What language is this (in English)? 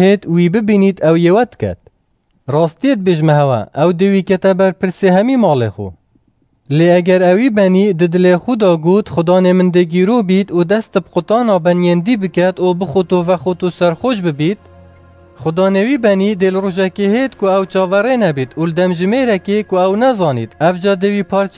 Kurdish